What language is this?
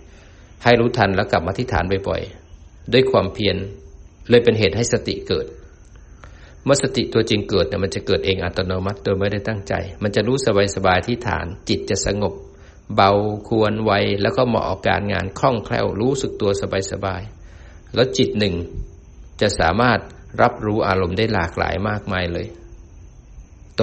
Thai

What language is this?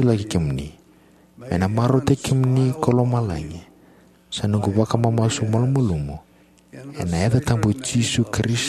Fijian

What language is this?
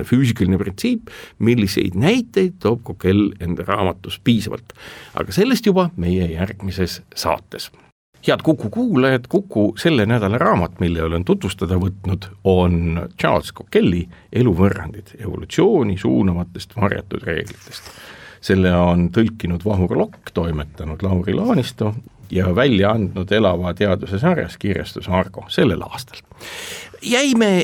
Estonian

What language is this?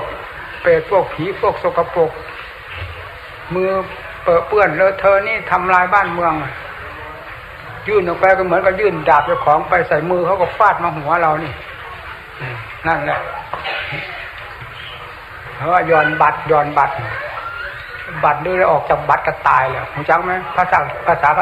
Thai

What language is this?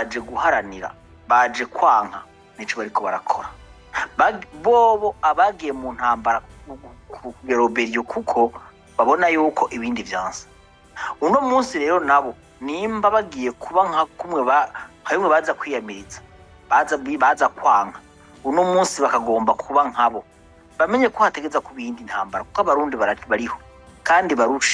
Rundi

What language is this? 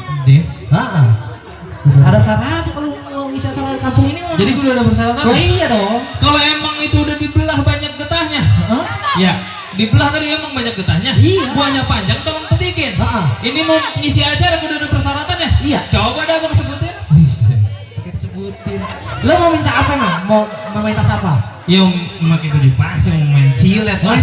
Betawi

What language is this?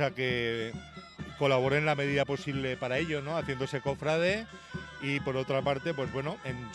Spanish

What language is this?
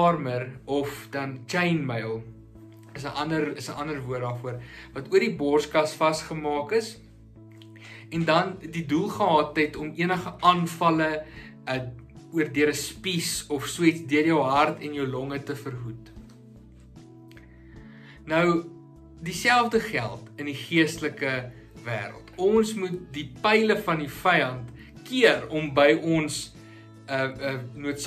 Afrikaans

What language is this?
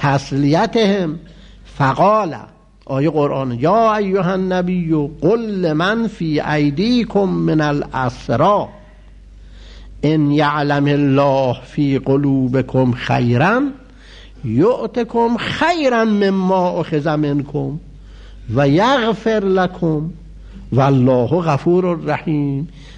Persian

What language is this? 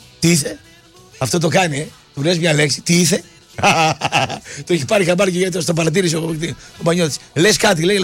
Greek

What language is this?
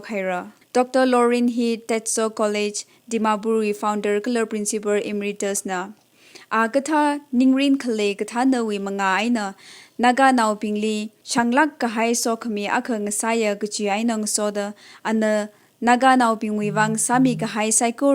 Tangkhul Naga (India)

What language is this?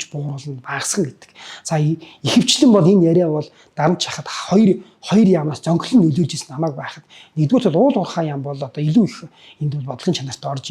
Mongolian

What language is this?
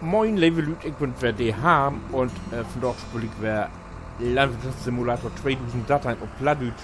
Low German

